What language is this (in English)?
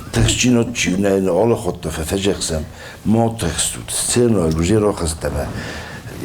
Ossetic